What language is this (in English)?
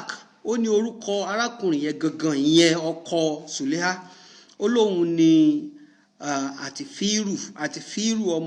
Yoruba